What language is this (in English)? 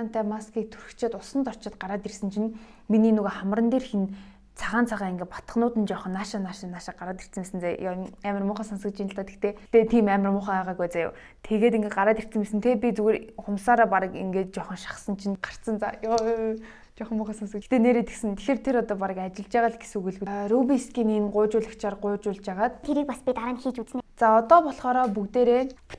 Mongolian